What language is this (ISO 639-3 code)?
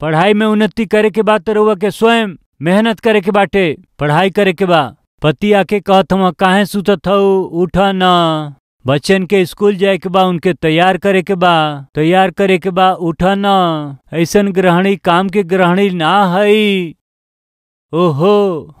bho